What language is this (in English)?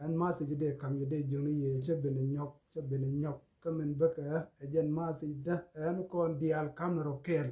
Nuer